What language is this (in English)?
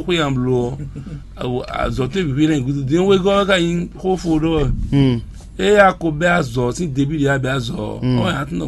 Fon